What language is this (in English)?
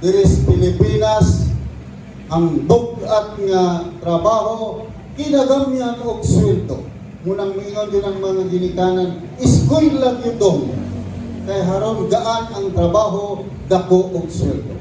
Cebuano